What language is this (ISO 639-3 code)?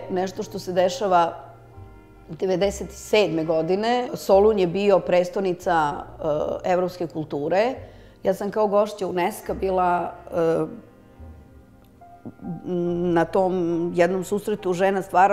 srp